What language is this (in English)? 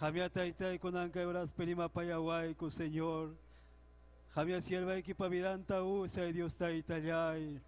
Ayacucho Quechua